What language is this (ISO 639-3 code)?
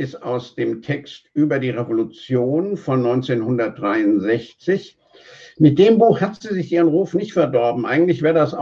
deu